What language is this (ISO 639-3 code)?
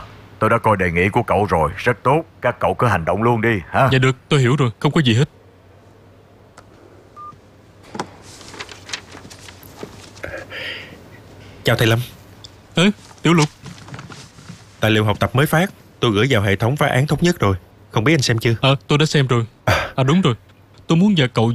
vie